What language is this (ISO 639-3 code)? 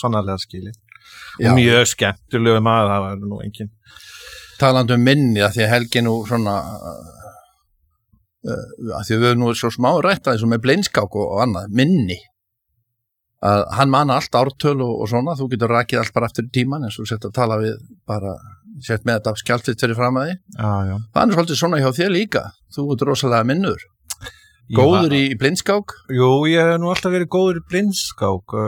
isl